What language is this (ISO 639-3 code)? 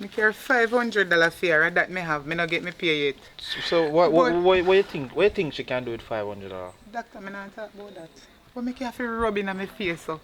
jam